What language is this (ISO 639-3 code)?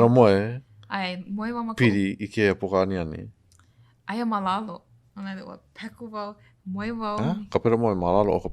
haw